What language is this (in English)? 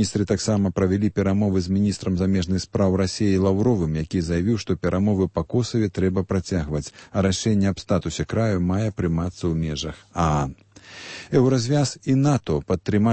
Belarusian